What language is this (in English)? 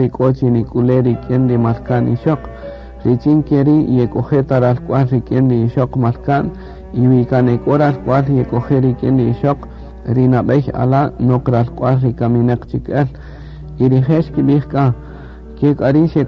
Kaqchikel